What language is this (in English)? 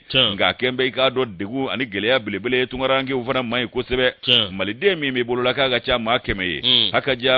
Bambara